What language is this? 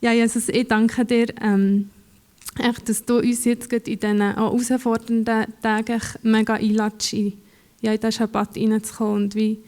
Swiss German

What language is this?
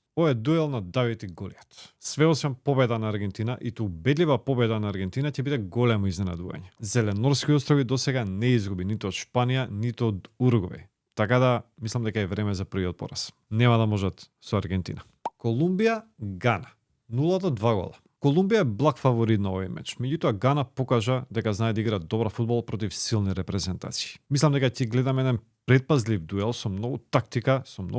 Macedonian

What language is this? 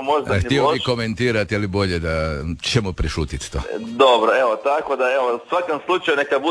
Croatian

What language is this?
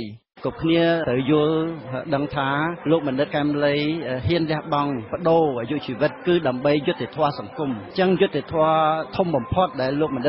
Khmer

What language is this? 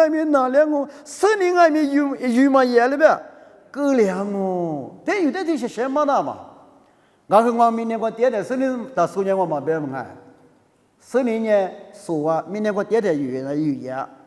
Lisu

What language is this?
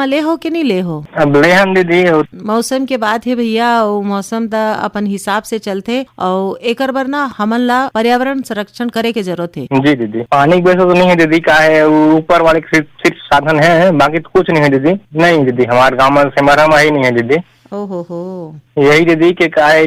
Chhattisgarhi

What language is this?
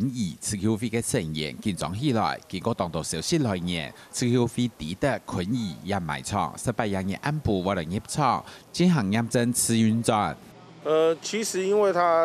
Hakka Chinese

